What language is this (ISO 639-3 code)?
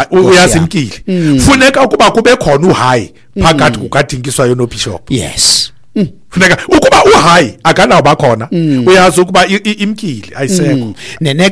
xho